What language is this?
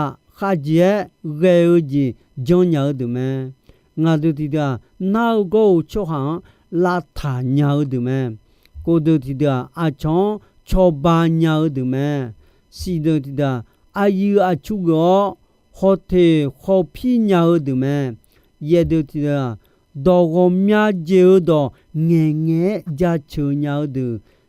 Akha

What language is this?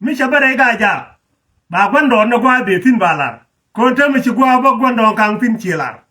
Nuer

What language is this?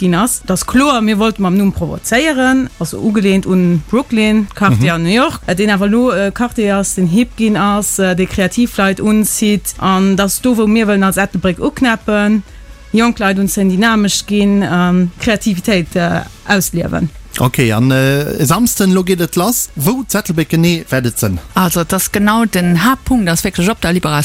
Luxembourgish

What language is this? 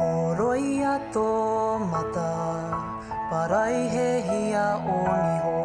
Māori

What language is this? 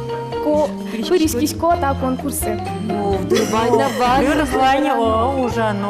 Udmurt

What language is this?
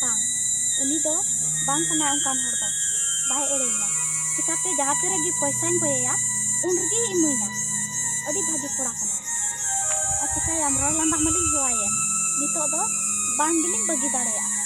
Santali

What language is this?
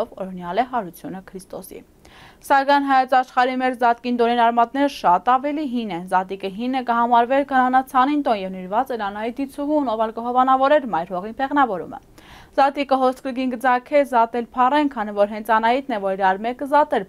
Armenian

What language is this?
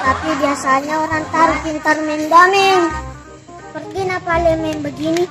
Buginese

